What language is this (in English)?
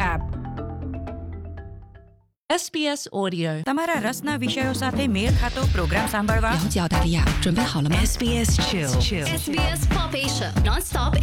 Gujarati